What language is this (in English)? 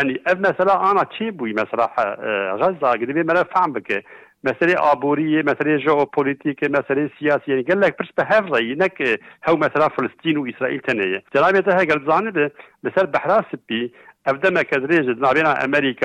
Kurdish